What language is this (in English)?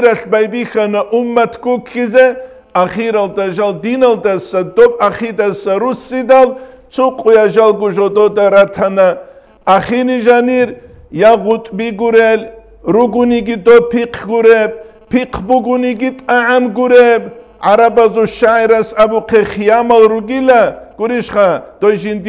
Avaric